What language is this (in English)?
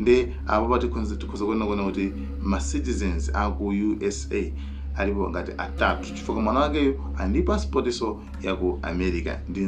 Nyanja